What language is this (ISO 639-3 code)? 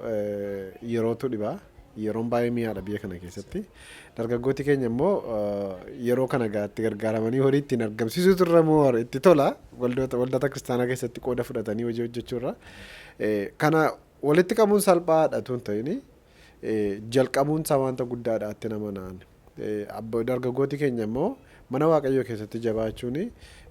orm